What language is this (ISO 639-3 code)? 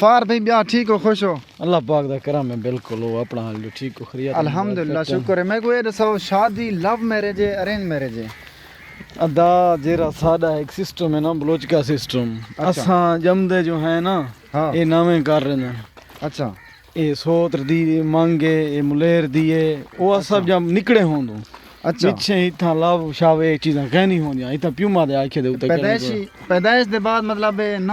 skr